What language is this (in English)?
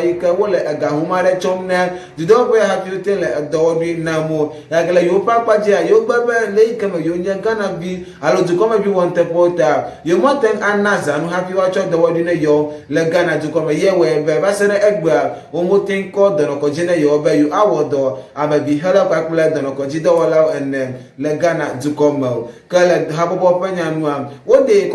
Ewe